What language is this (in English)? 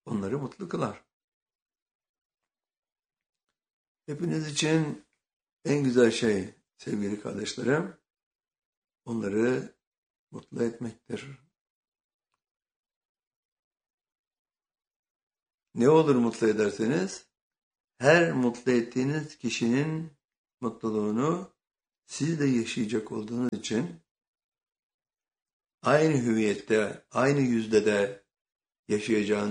Turkish